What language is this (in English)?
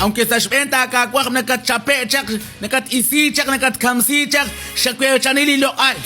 Kekchí